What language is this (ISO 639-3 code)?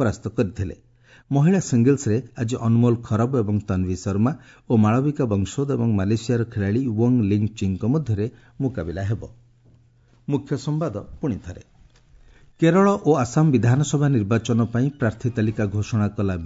ori